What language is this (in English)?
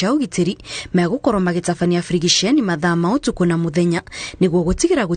Kikuyu